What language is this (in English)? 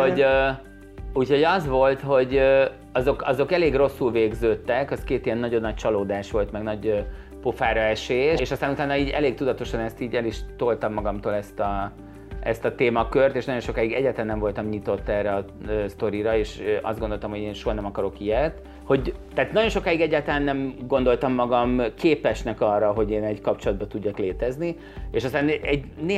Hungarian